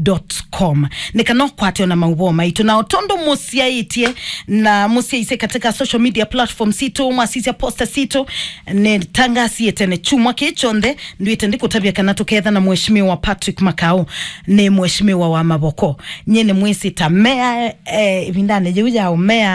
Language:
Kamba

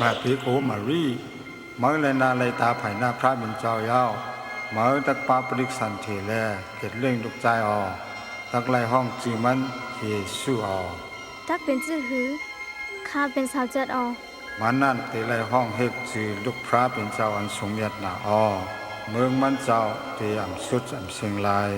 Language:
Shan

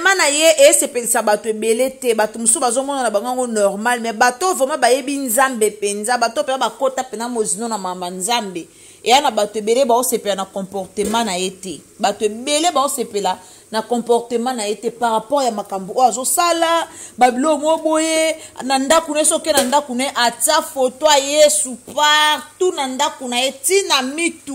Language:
Lingala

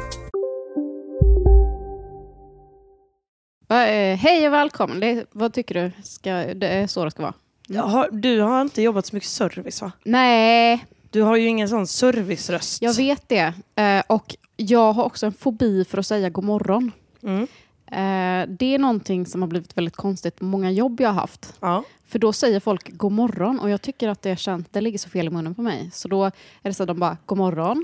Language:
Swedish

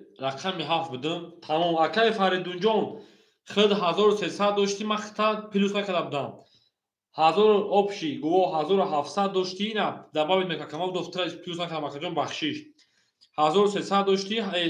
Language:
Tajik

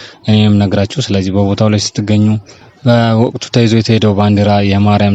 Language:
Amharic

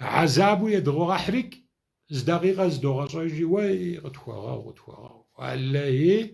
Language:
Kabardian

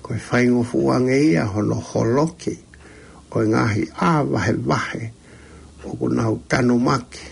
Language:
Tongan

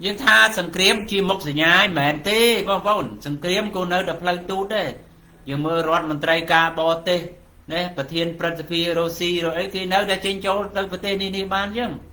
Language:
Khmer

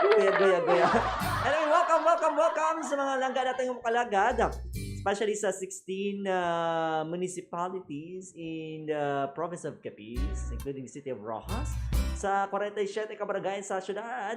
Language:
Hiligaynon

